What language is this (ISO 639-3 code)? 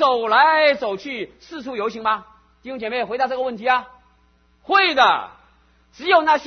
zho